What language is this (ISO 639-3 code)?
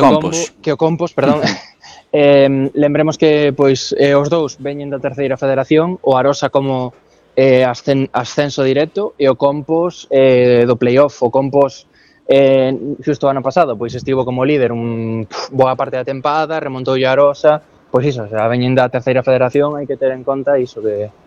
glg